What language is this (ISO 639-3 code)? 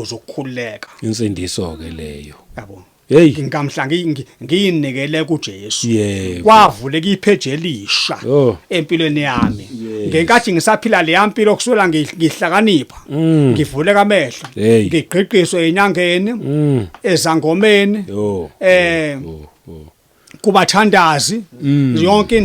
zul